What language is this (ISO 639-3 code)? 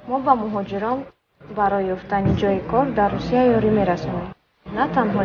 tgk